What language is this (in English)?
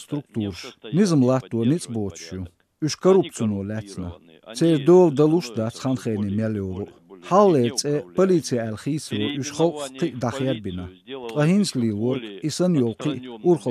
Chechen